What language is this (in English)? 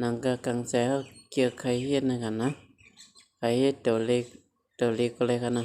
Shan